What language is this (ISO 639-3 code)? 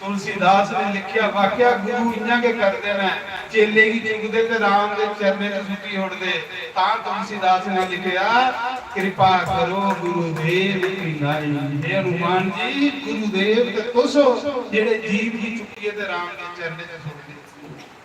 doi